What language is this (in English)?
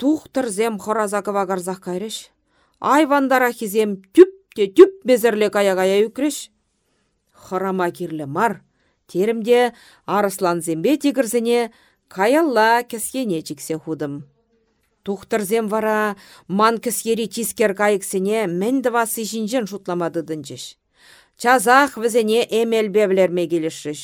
Chuvash